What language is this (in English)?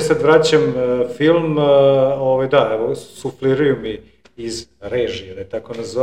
Serbian